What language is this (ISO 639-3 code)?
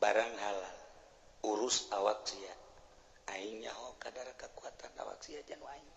sun